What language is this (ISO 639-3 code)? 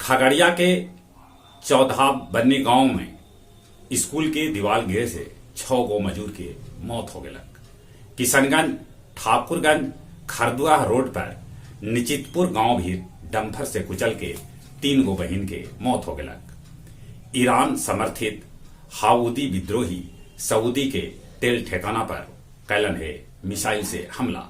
mag